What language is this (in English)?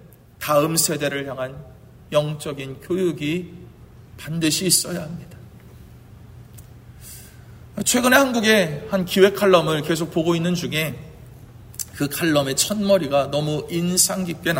Korean